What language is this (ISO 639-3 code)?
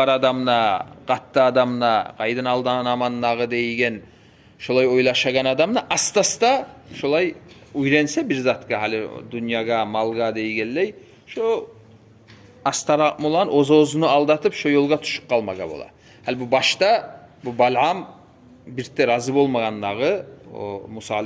kum